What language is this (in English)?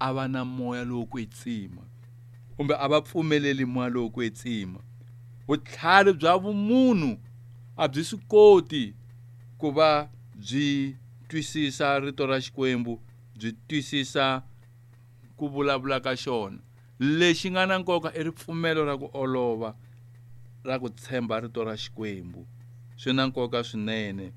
Tsonga